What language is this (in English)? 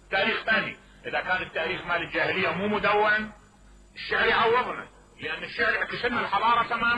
Mesopotamian Arabic